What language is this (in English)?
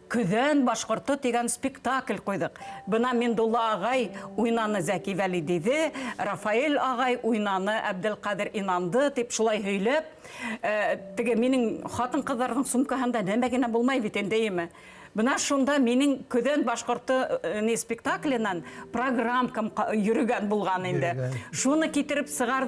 Bashkir